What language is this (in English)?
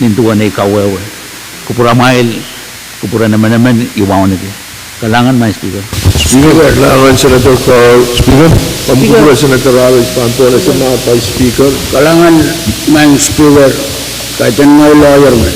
Pohnpeian